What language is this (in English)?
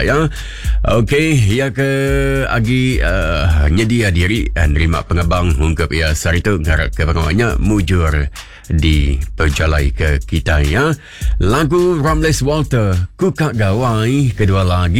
Iban